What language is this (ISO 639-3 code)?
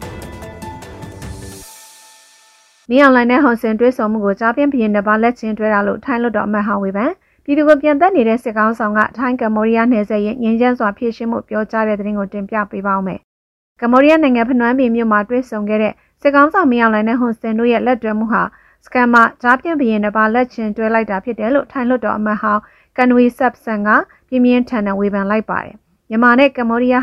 mya